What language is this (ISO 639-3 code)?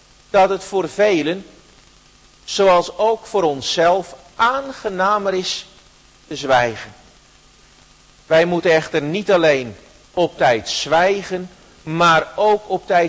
nld